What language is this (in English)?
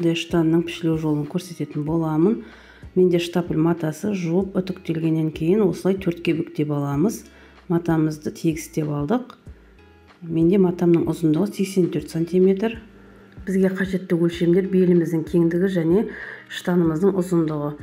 Kazakh